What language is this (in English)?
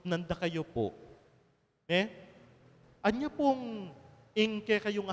Pampanga